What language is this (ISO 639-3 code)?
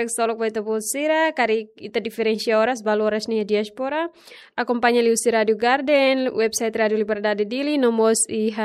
tet